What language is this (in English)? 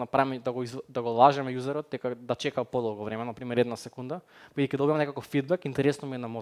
Macedonian